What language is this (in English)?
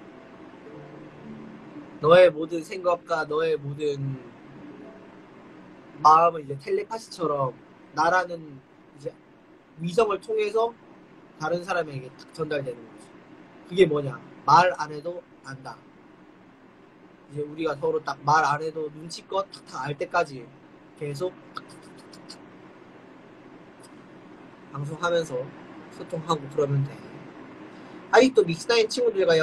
Korean